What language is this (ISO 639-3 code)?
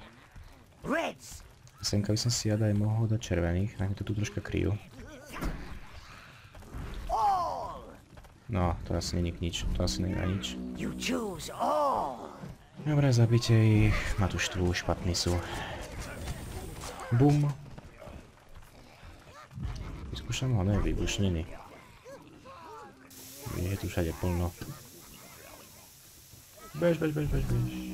slk